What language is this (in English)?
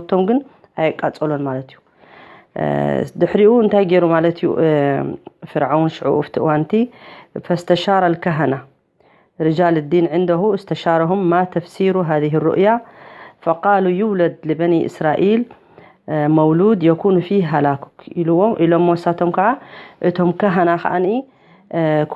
Tigrinya